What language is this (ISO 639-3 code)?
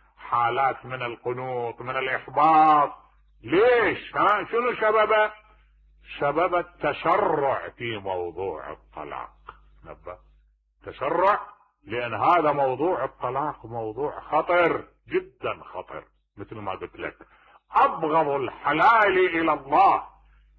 acm